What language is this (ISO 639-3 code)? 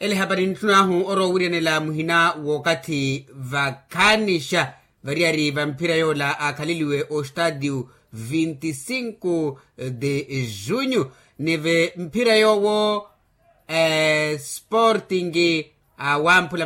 vmw